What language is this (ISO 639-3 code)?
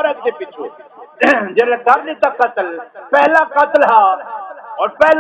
skr